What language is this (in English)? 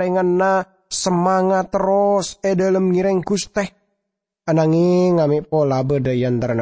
Madurese